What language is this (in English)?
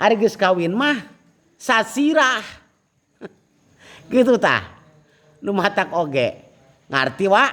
Sundanese